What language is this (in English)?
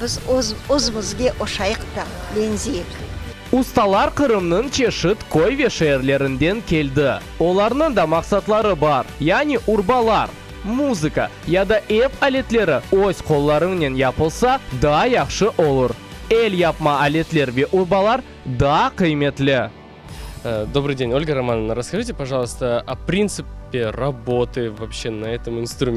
Crimean Tatar